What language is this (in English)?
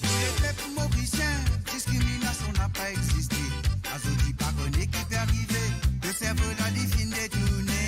Morisyen